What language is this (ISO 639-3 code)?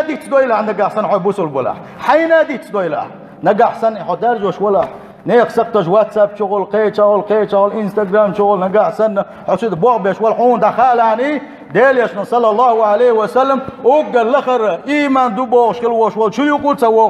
che